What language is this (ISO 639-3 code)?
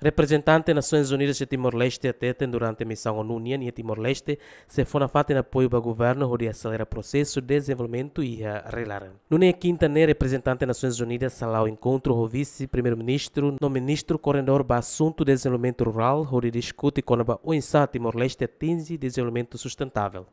tet